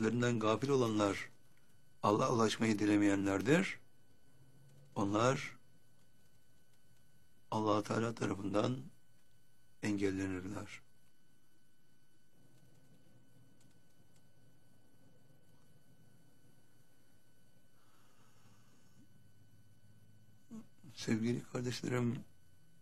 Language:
Turkish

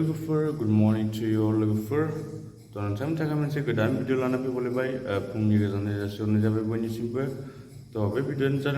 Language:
Bodo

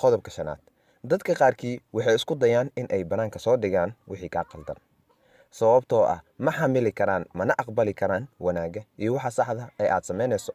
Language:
Somali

